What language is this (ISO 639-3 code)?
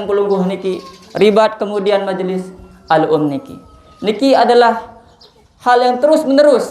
sas